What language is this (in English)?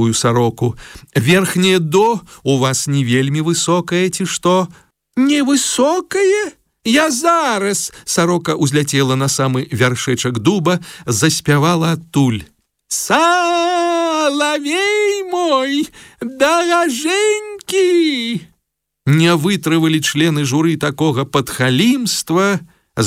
Belarusian